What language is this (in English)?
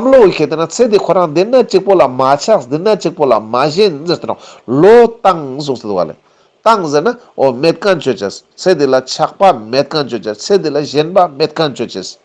Ladakhi